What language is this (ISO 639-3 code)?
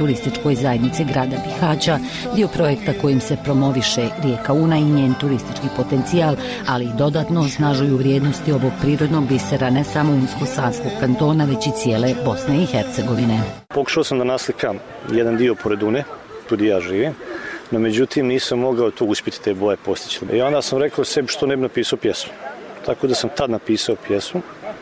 bos